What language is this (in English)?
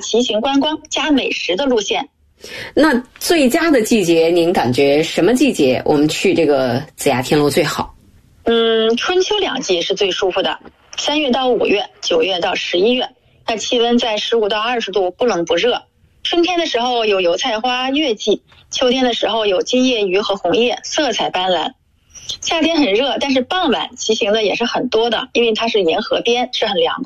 Chinese